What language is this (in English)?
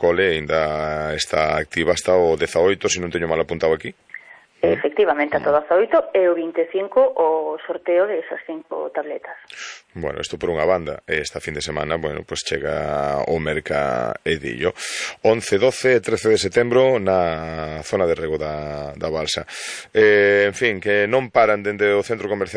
Galician